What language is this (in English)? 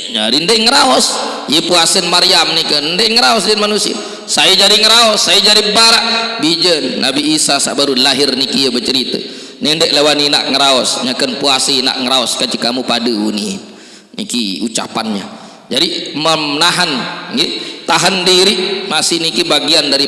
Sasak